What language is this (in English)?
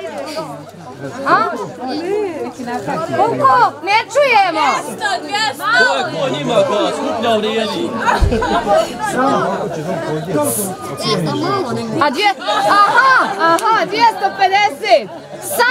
Croatian